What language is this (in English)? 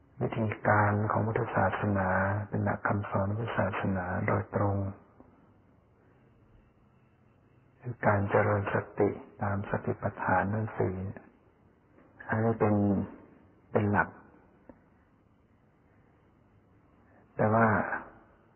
Thai